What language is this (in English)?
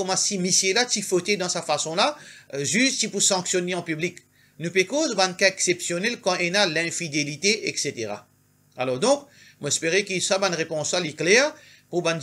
Morisyen